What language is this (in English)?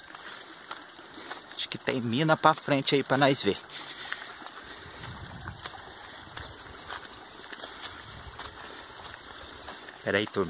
Portuguese